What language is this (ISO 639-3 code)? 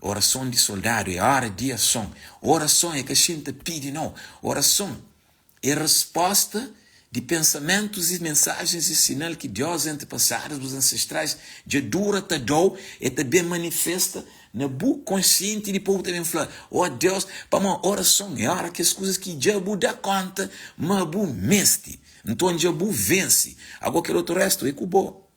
kea